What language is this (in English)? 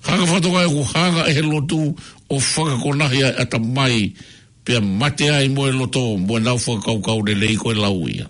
Tongan